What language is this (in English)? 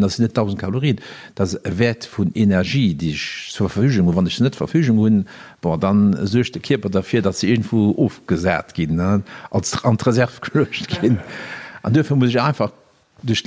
Luxembourgish